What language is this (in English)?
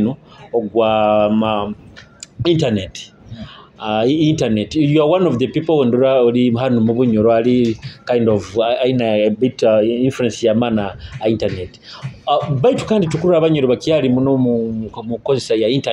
Nyoro